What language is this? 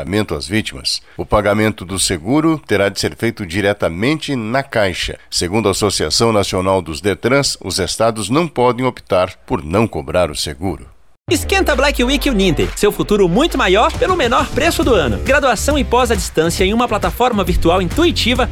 Portuguese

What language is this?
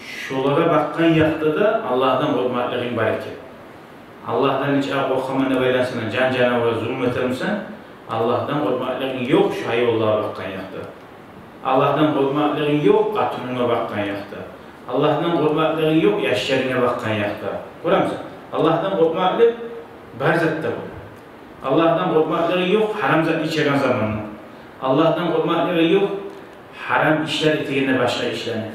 Kumyk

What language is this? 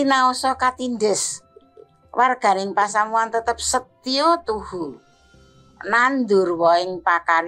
Javanese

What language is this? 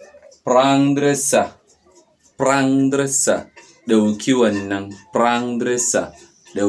Hausa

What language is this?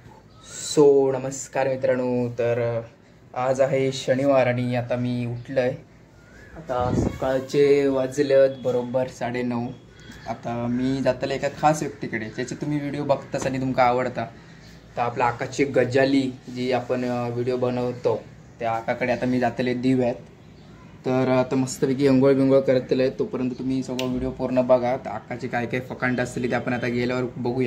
Marathi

